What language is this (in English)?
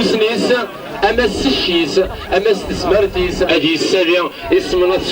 Kabyle